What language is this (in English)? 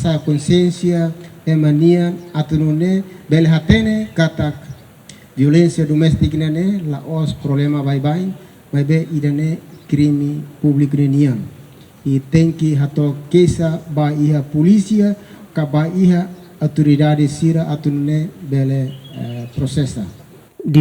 Tetum